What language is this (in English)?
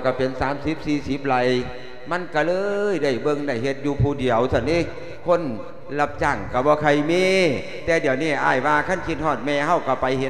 Lao